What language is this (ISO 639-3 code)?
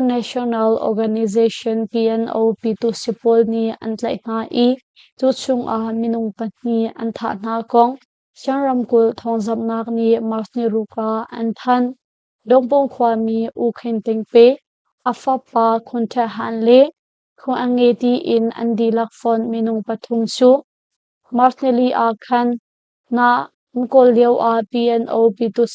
cnh